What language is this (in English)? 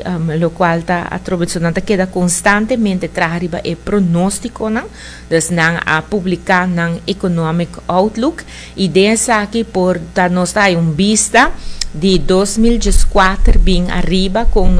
Papiamento